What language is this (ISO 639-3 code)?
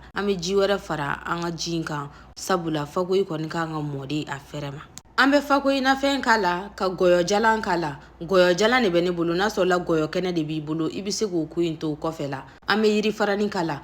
bam